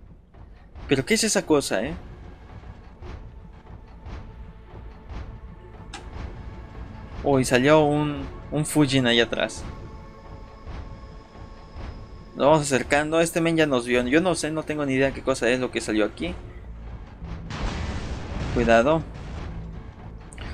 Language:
Spanish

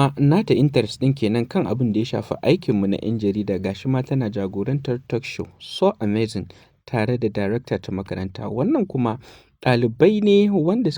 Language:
Hausa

